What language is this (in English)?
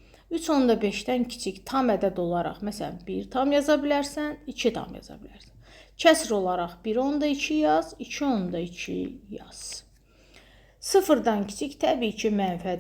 Azerbaijani